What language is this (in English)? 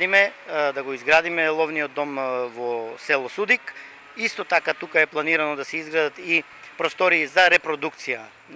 Macedonian